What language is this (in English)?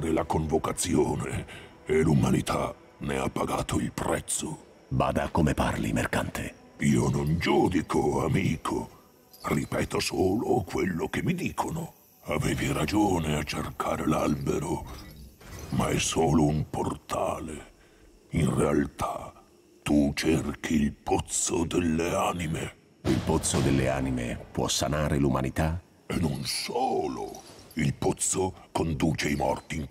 Italian